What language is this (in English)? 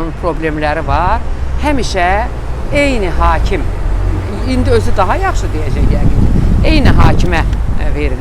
Azerbaijani